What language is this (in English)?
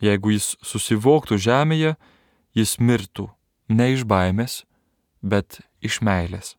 Lithuanian